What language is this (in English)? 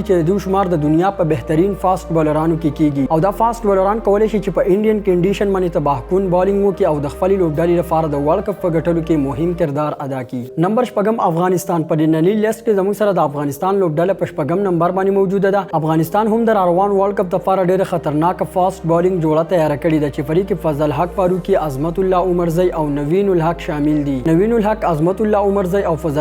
Pashto